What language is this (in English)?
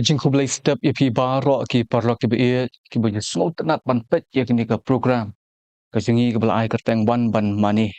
Khasi